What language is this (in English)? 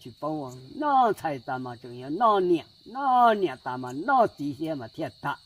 Hmong